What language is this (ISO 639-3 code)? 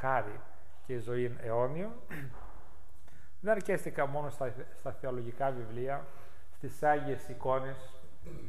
ell